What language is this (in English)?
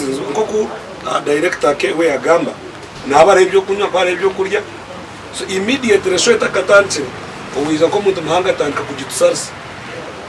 Nyankole